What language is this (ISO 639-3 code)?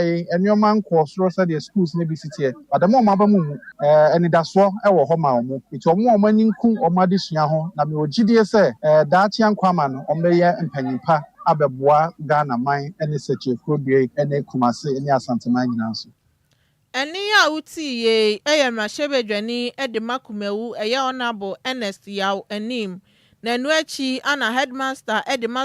aka